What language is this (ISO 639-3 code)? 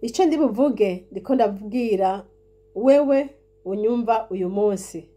run